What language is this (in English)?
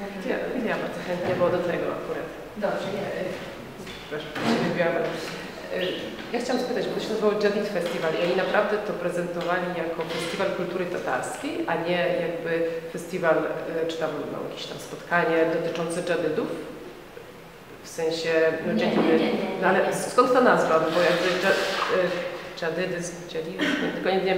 Polish